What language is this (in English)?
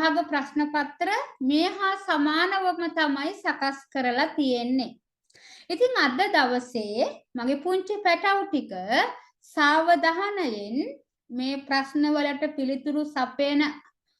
Sinhala